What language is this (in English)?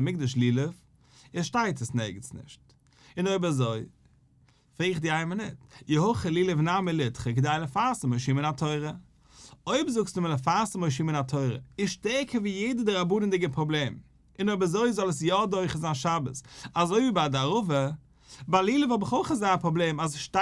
Yiddish